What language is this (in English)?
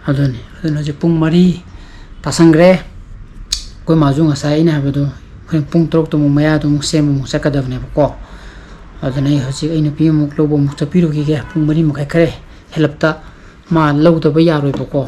Manipuri